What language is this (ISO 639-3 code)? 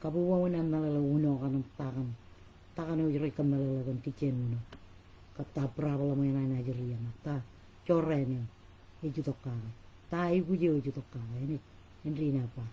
mah